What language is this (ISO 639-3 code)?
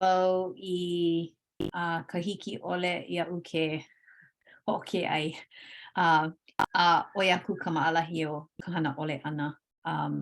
haw